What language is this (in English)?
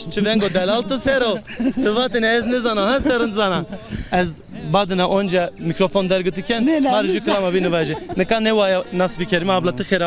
Zaza